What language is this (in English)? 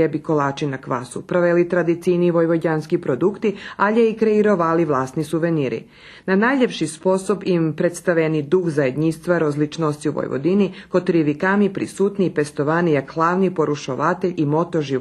Rusyn